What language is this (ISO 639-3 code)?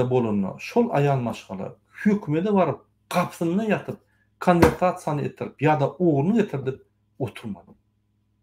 tuk